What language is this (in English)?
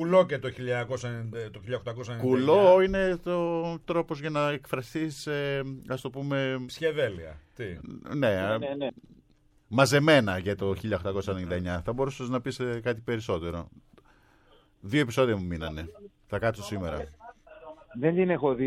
Greek